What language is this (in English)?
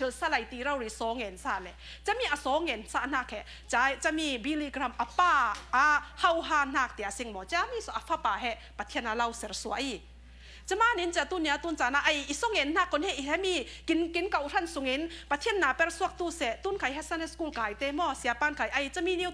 Falam Chin